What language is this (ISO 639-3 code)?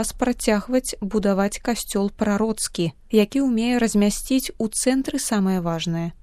bel